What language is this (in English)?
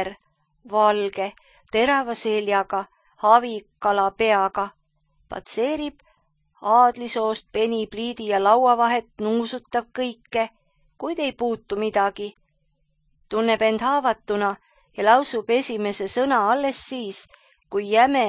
Estonian